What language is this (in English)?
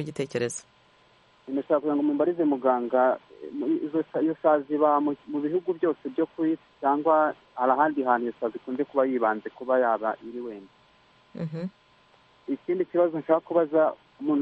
Kinyarwanda